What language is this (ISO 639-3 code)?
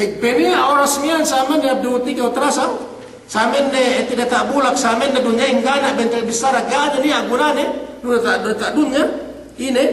yka